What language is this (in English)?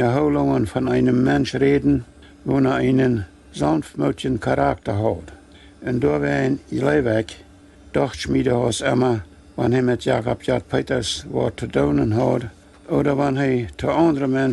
Plautdietsch